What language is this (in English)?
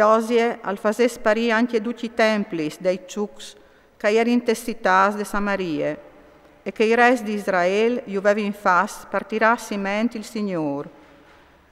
Friulian